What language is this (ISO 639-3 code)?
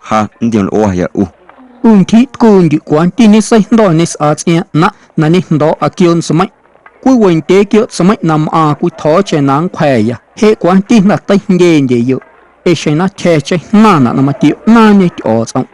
amu